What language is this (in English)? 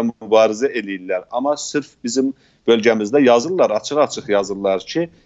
South Azerbaijani